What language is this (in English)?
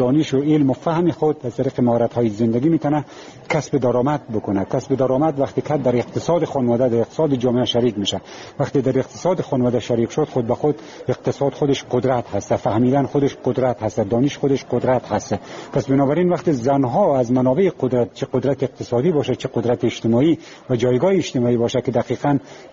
Persian